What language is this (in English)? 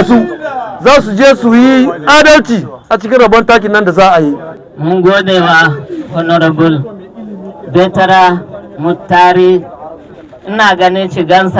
Hausa